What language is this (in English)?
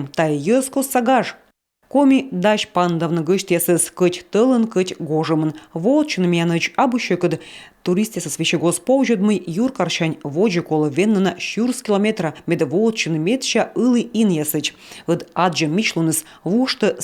Komi